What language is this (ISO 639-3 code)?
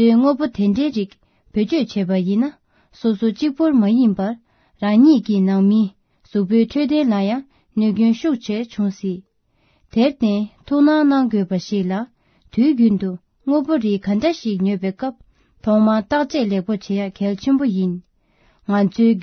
bod